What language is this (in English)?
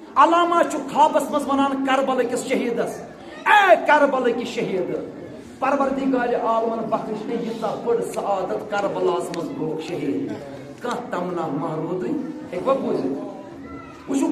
Kashmiri